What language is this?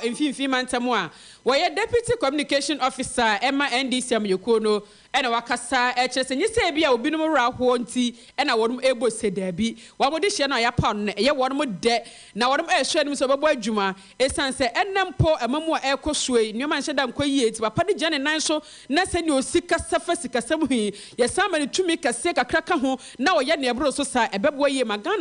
Akan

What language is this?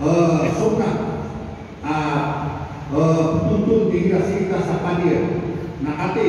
Maranao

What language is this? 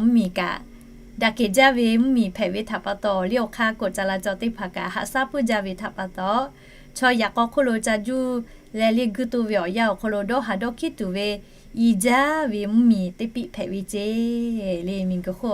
Lahu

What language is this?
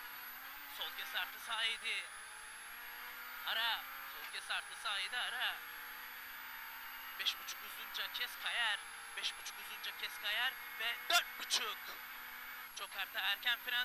Turkish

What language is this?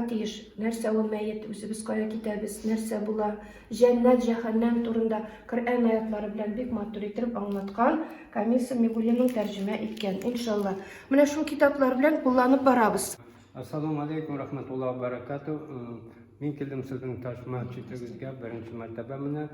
Tatar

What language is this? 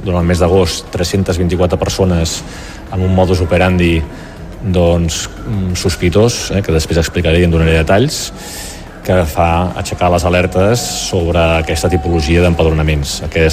Catalan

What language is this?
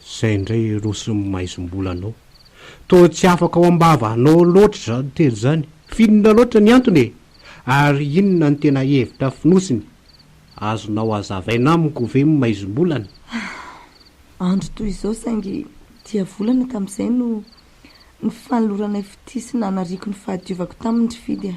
Malagasy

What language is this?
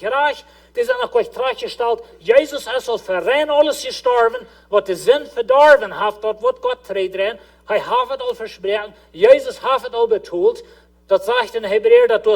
Plautdietsch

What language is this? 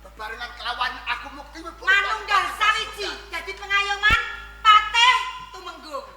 Javanese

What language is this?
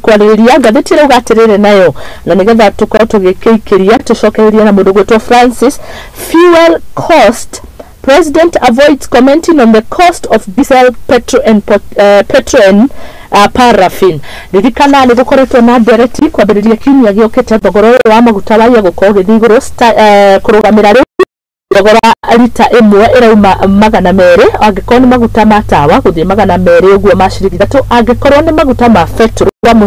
Kikuyu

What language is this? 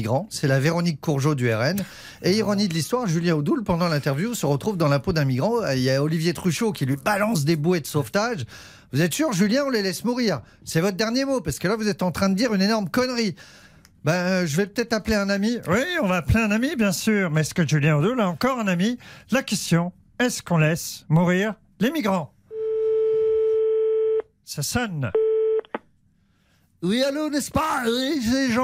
French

